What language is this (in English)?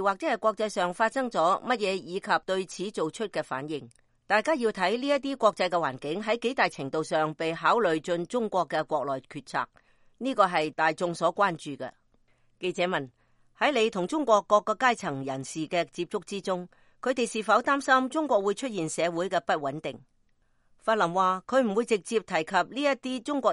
Cantonese